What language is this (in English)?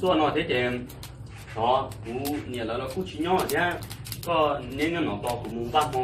Hmong